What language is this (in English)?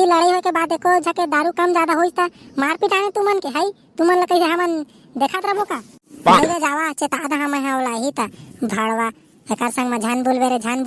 Chhattisgarhi